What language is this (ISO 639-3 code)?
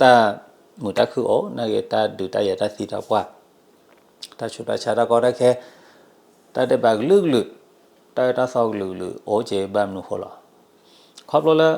ksw